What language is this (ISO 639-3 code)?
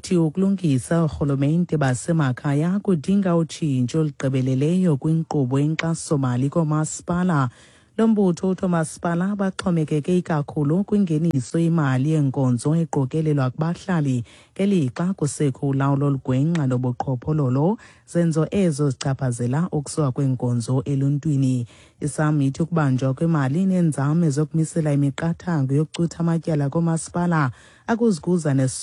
xho